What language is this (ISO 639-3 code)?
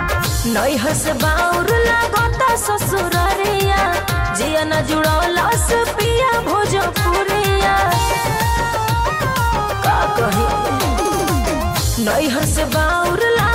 bho